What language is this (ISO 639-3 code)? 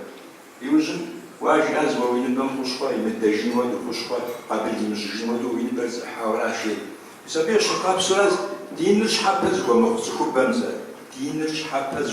kbd